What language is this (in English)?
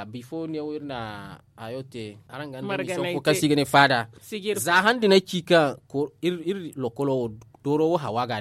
Zarma